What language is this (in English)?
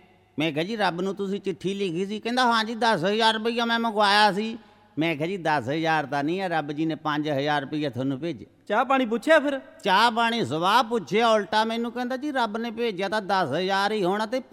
Punjabi